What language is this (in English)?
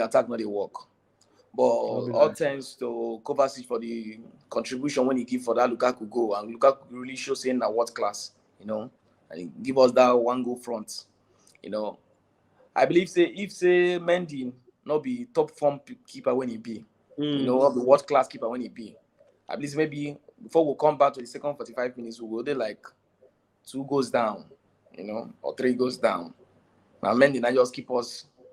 Nigerian Pidgin